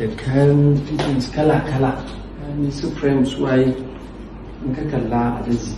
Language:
Hausa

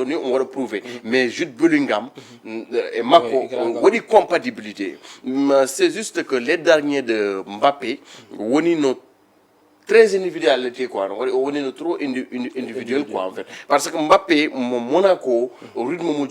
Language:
Fula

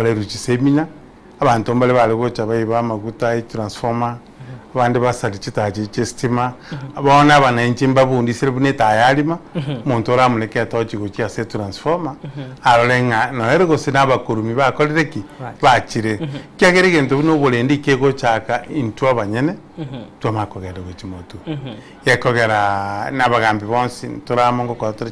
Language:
Gusii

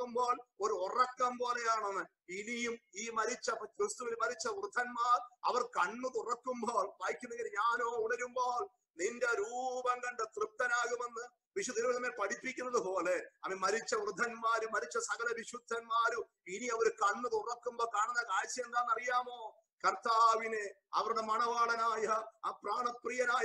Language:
Malayalam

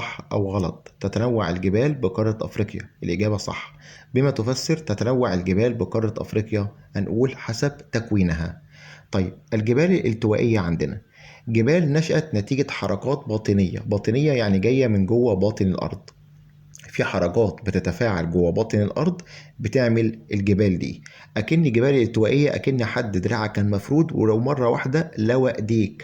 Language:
Egyptian Arabic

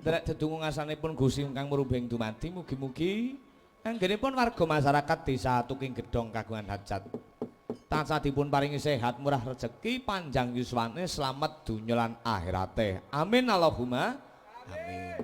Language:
Javanese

